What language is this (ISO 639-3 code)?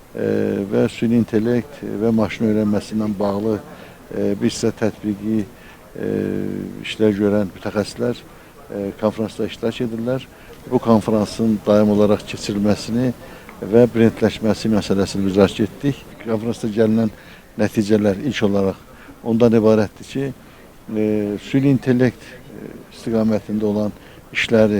aze